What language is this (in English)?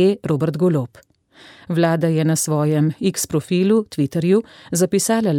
Slovenian